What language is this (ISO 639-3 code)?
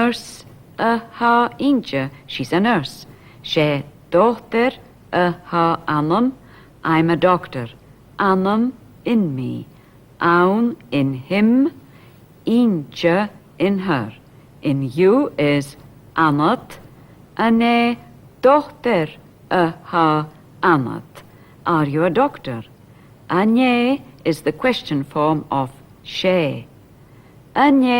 gla